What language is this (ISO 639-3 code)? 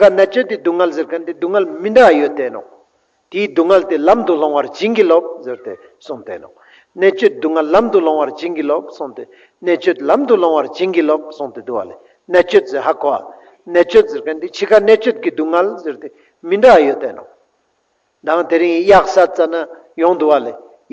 lbj